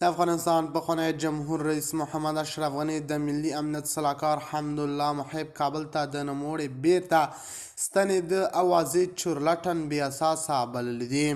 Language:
Pashto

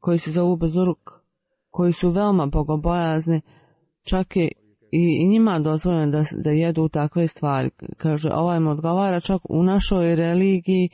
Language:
Bosnian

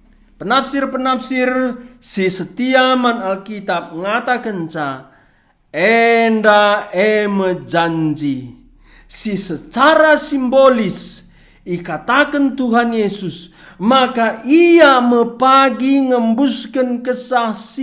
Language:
Batak Karo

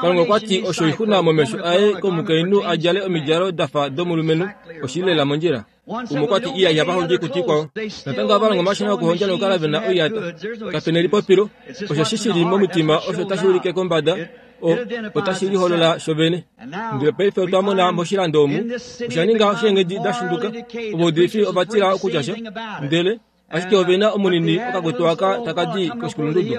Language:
Kuanyama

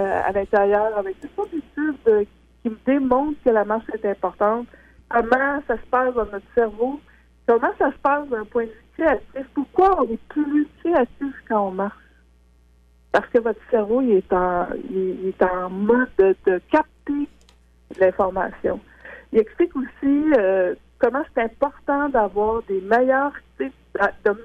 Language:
French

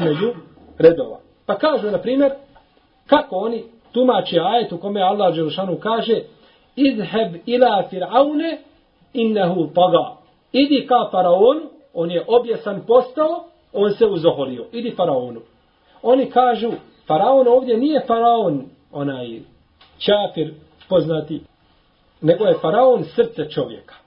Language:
Bosnian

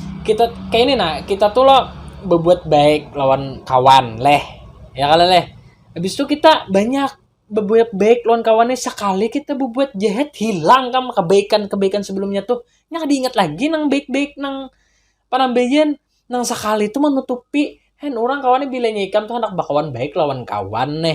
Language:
Banjar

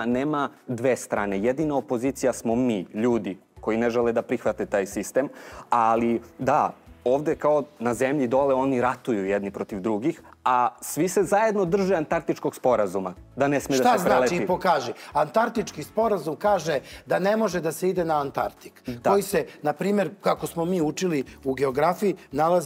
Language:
Serbian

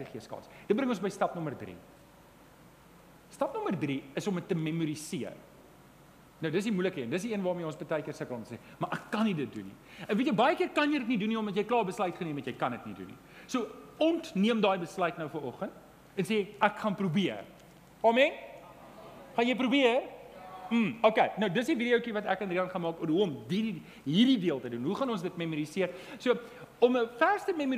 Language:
Afrikaans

